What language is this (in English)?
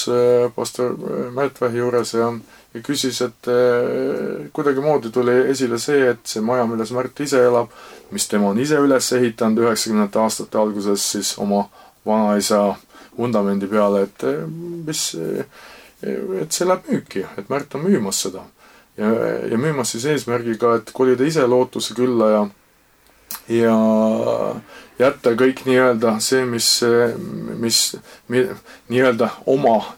Estonian